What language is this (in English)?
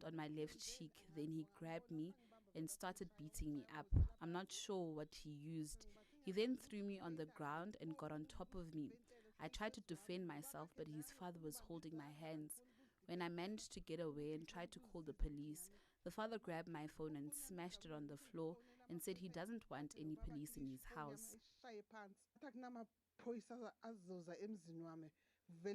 Tswana